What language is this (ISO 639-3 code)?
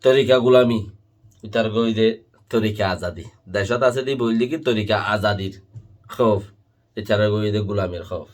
rhg